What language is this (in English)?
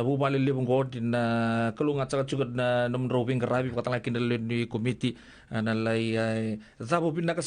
Fijian